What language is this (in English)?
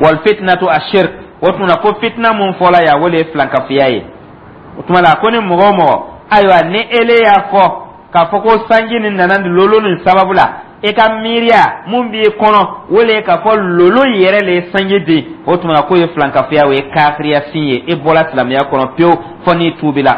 Dyula